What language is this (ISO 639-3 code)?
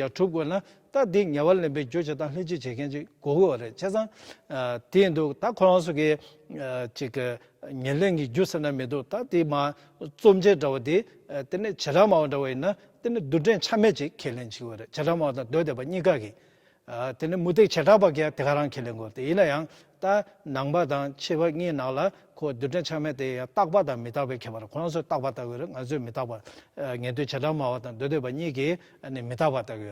bod